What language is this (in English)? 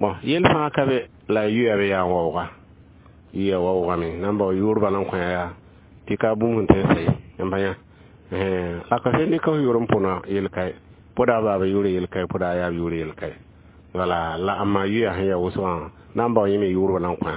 Mossi